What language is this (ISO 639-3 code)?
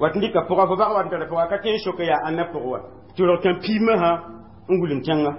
mos